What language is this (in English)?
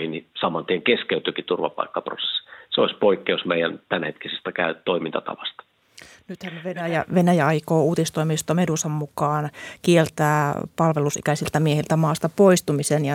Finnish